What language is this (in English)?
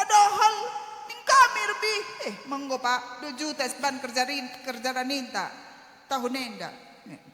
Batak Karo